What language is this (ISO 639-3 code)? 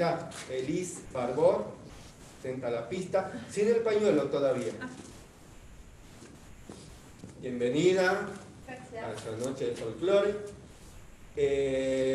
spa